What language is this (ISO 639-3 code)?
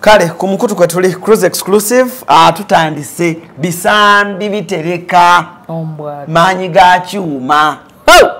lug